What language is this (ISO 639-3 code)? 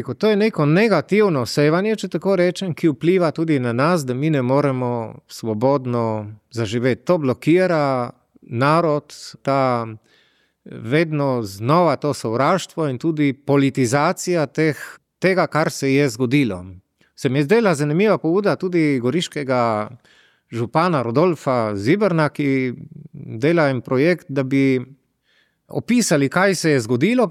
slv